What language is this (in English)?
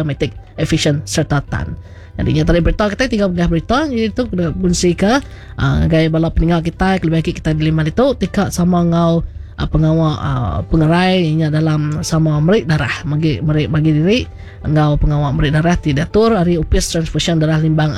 Iban